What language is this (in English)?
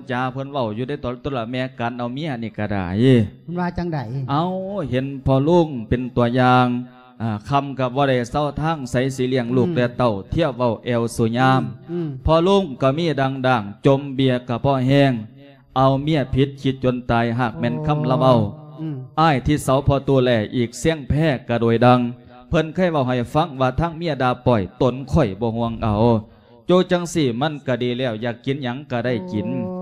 Lao